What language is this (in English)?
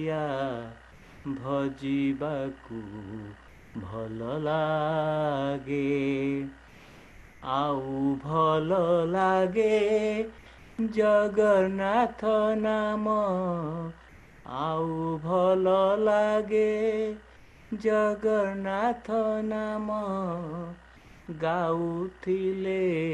Odia